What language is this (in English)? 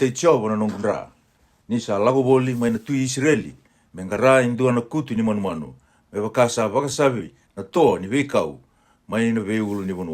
Fijian